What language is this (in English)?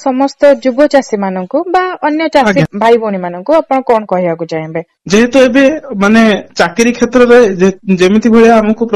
Odia